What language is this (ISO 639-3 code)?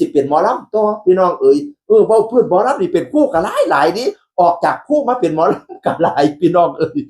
tts